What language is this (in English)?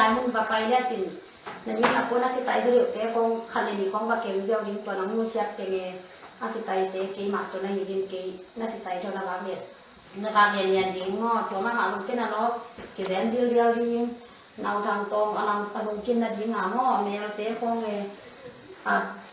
Tedim Chin